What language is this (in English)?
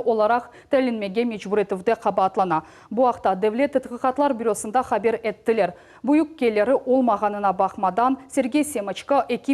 Crimean Tatar